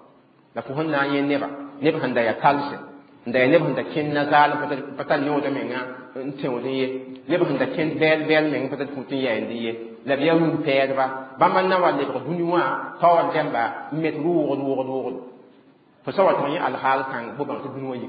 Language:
Mossi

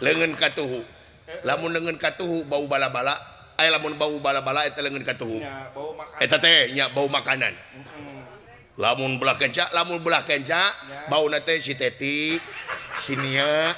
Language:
Sundanese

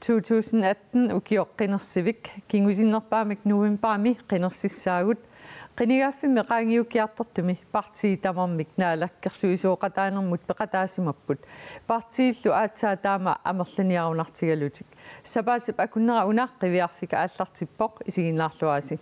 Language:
Kalaallisut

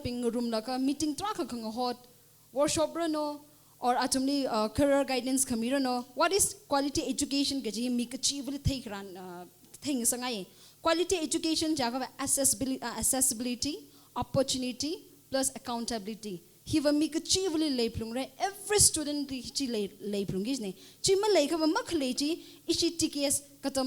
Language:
Tangkhul Naga (India)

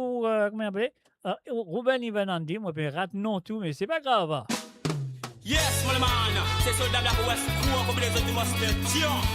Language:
Morisyen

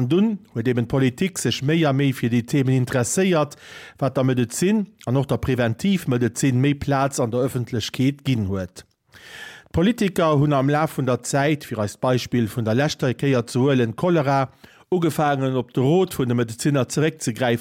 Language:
Luxembourgish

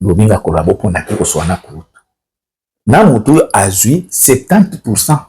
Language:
Lingala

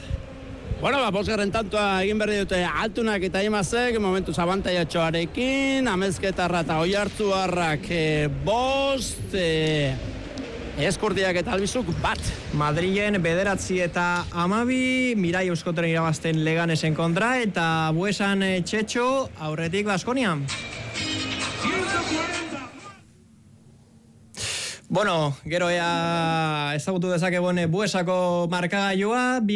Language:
Basque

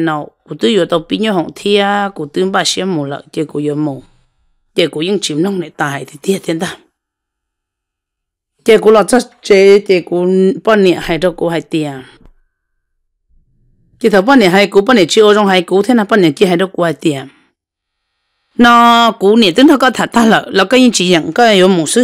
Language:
Vietnamese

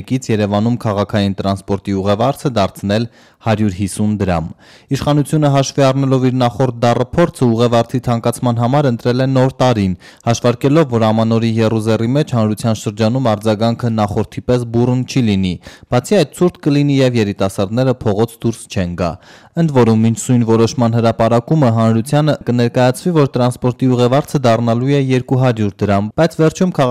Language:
Armenian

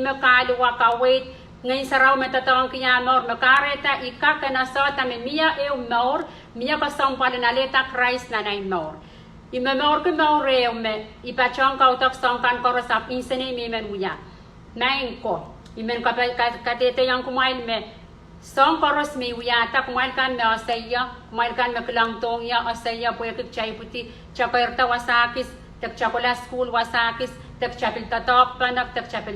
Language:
Pohnpeian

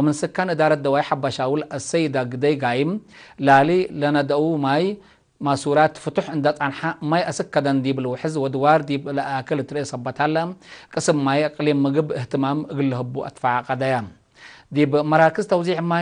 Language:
Tigre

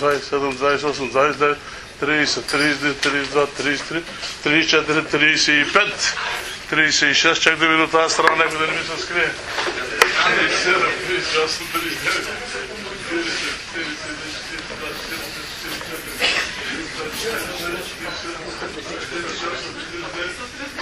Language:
Bulgarian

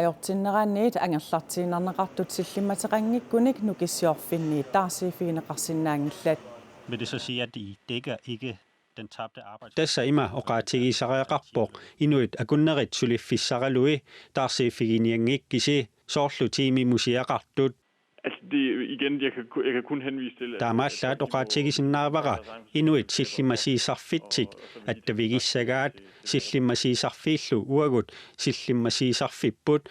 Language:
Kalaallisut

